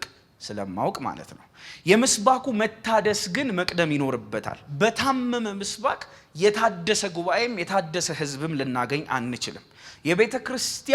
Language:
Amharic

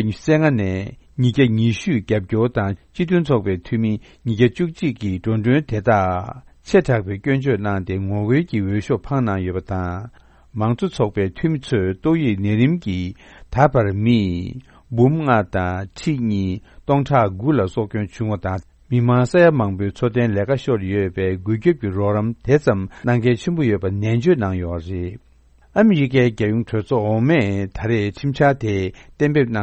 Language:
Tibetan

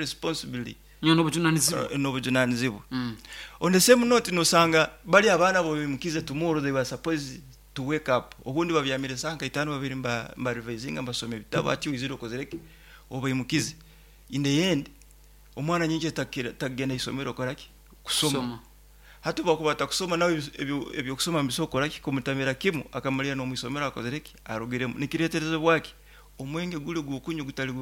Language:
Nyoro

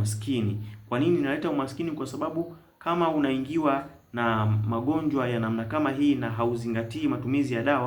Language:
Swahili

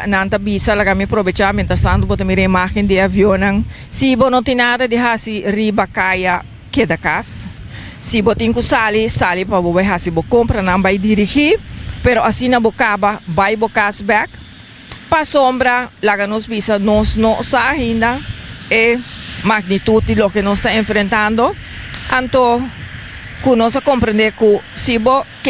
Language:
Papiamento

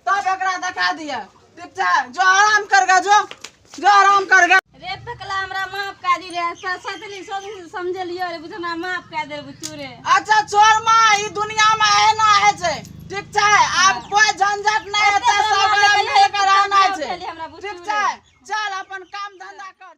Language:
Maithili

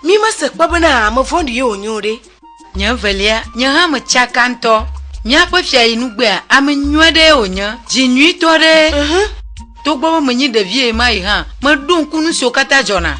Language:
Ewe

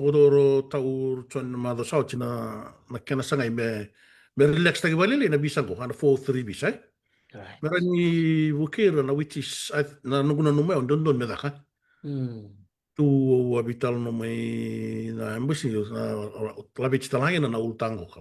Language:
Fijian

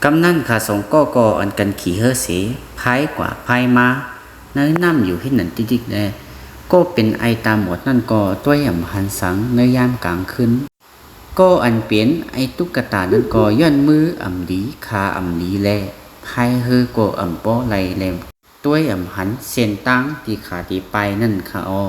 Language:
Shan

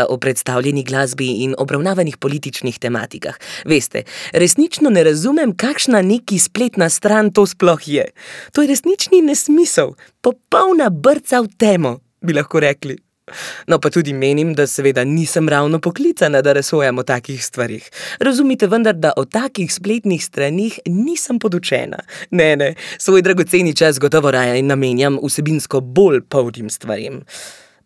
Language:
Slovenian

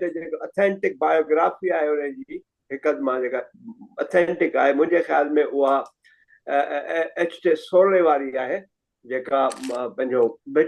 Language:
Sindhi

